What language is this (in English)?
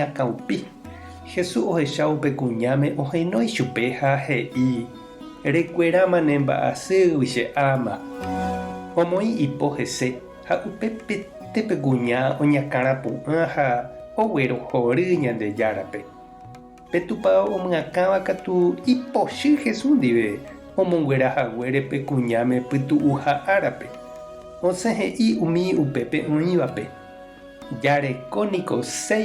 Guarani